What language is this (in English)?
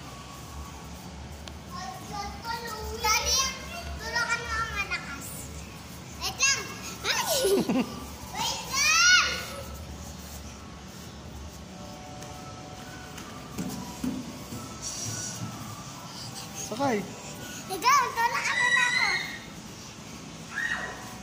Filipino